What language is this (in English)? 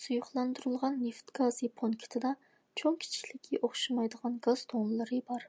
Uyghur